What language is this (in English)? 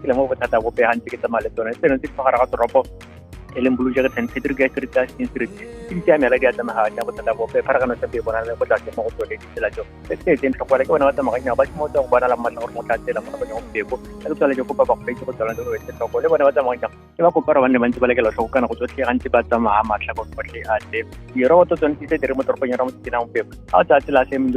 Tswana